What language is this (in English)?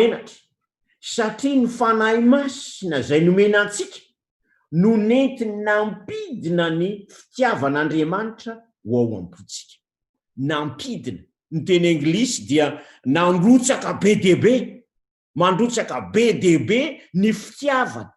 Malagasy